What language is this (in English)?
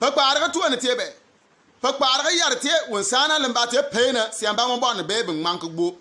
Bimoba